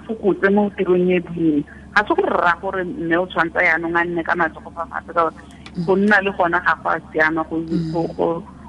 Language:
Tswana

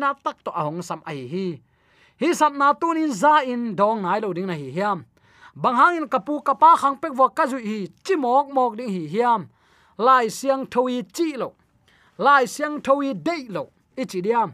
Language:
Tedim Chin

